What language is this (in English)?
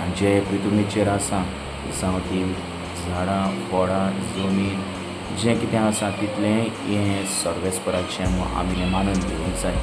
Konkani